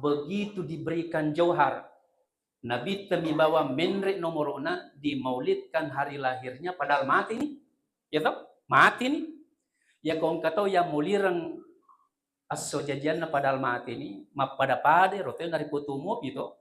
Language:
Buginese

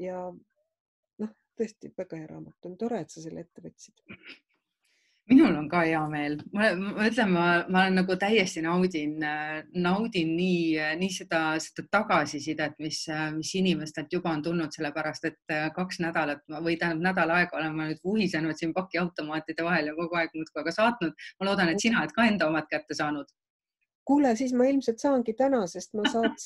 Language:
Estonian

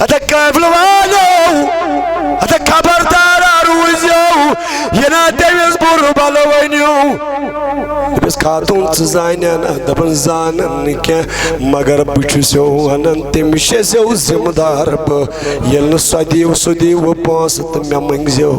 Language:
Kashmiri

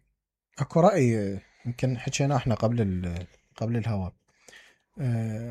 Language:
Mesopotamian Arabic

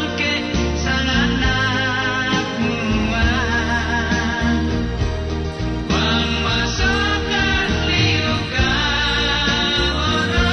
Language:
Toraja-Sa'dan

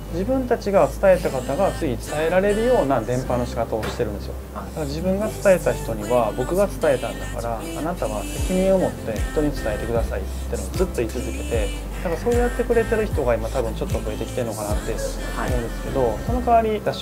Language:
Japanese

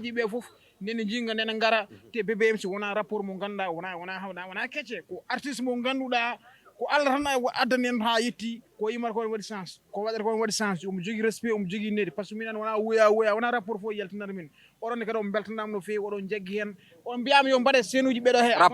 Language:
Fula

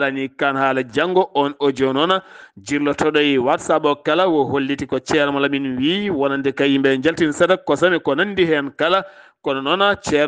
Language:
Fula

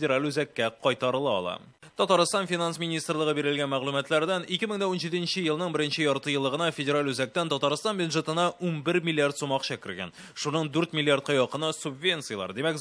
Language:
Tatar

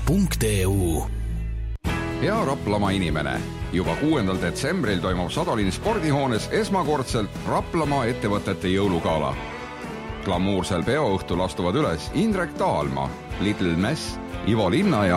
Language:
Estonian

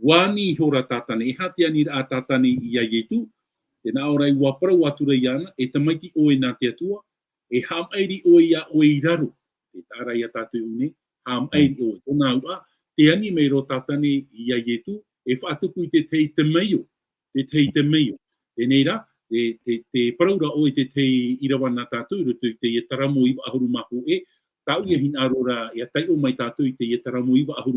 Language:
Tahitian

